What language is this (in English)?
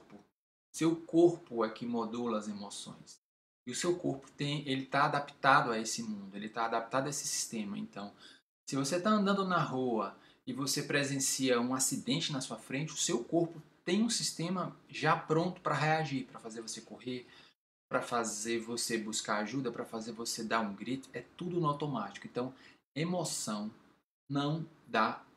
Portuguese